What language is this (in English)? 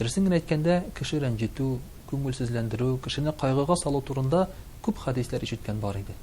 Tatar